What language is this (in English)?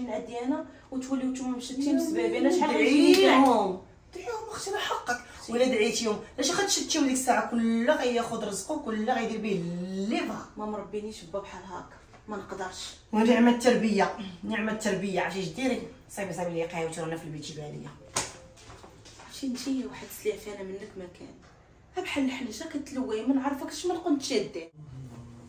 Moroccan Arabic